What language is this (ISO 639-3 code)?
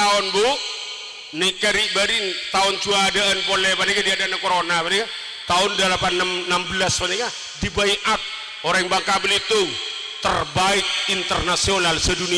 mad